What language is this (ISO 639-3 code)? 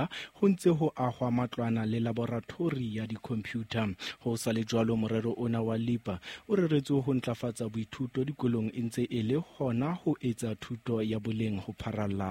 sot